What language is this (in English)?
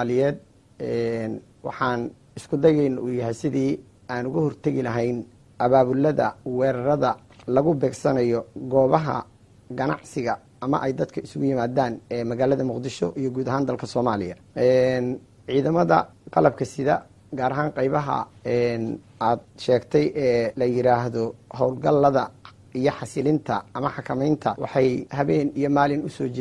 Somali